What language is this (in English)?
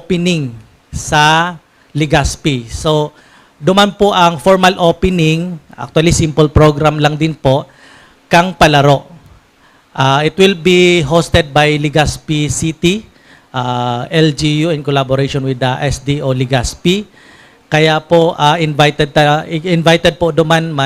Bikol